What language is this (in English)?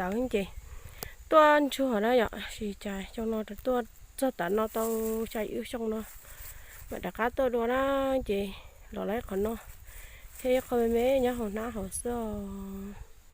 Hmong